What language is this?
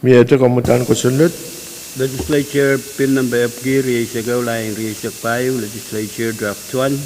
Pohnpeian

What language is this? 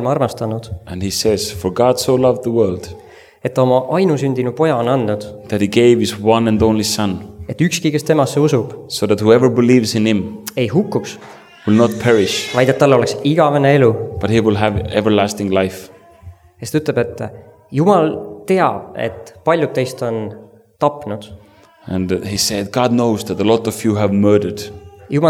Estonian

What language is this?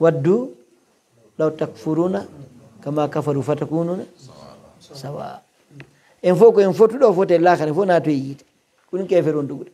Pular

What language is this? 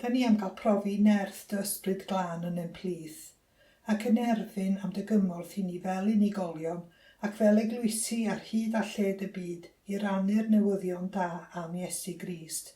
Welsh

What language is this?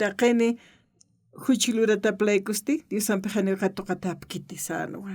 Aymara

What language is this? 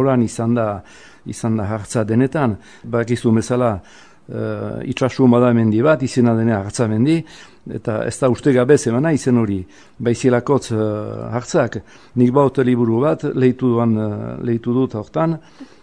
Basque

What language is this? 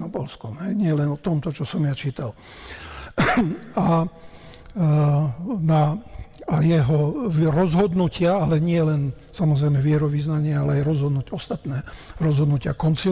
Slovak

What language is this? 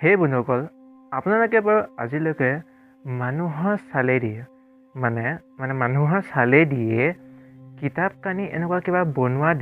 Assamese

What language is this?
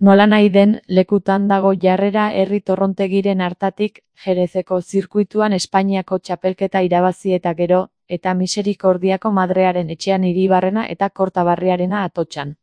Basque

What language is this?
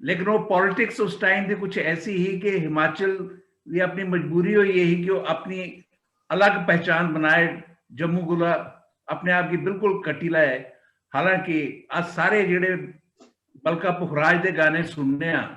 Dogri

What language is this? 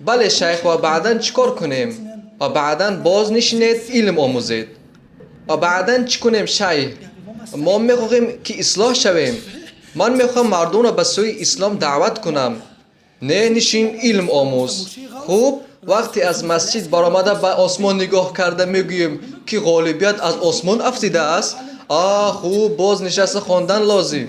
Tajik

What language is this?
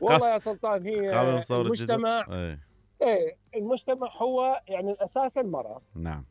Mesopotamian Arabic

